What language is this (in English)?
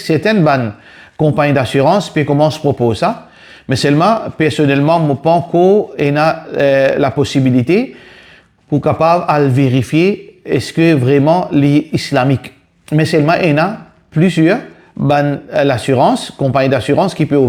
Morisyen